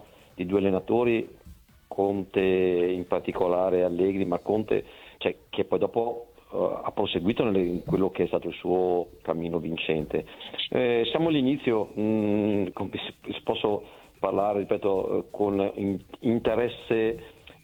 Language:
Italian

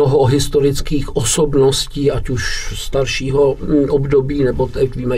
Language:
Czech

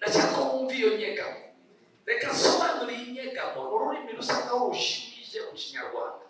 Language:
Kinyarwanda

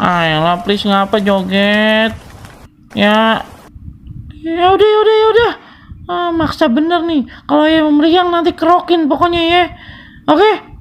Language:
Betawi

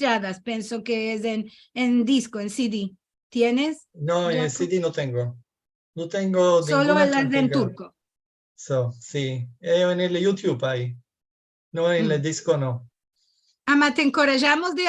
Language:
Ladino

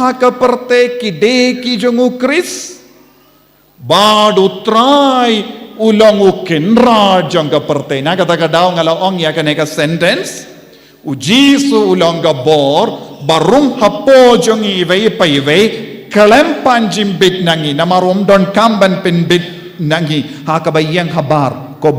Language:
Khasi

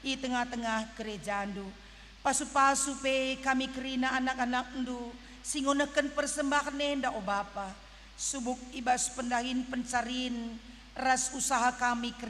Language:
Batak Karo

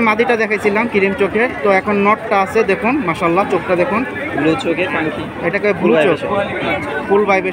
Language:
Bangla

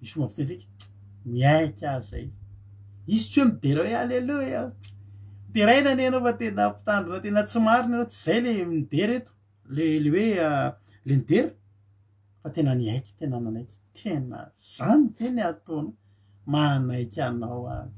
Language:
Malagasy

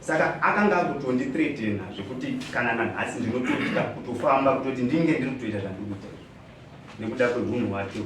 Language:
Shona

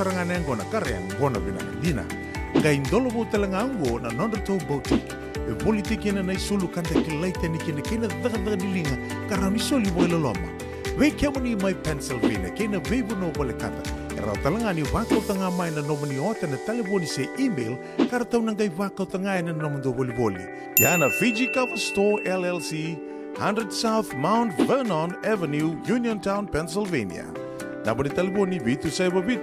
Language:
Fijian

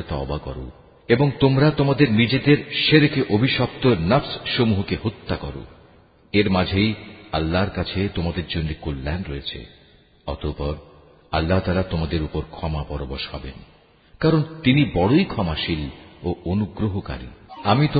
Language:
Bangla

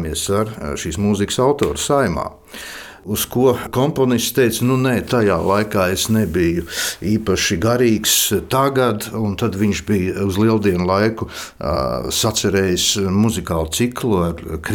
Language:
Latvian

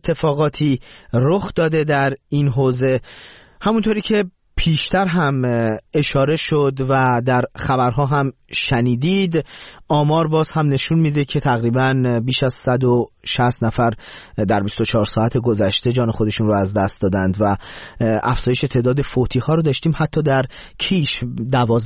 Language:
Persian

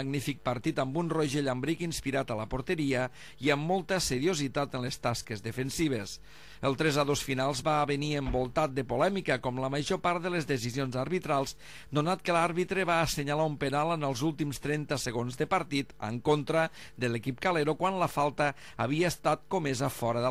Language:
Catalan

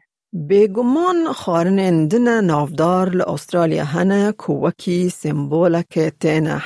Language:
Kurdish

